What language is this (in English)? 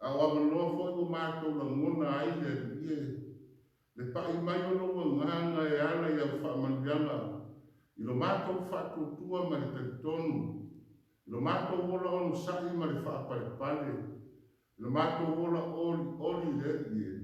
Samoan